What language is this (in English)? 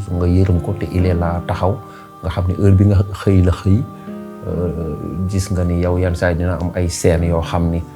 Wolof